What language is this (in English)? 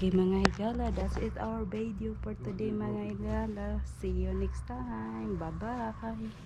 Cebuano